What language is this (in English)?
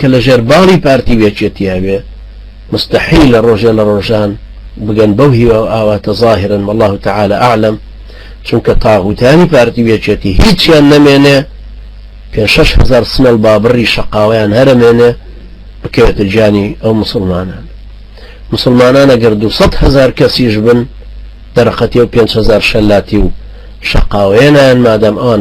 Central Kurdish